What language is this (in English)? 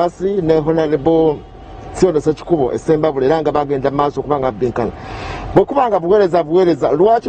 Ganda